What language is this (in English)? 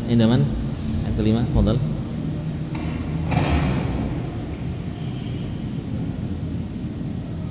Indonesian